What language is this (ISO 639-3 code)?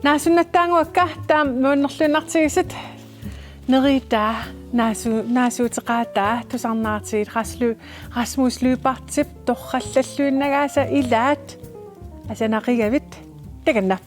kal